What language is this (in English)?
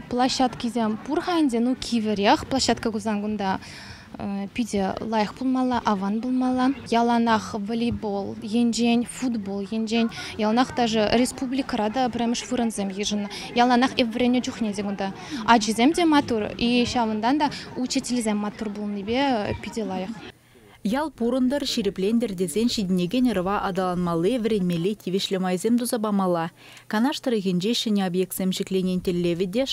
Chuvash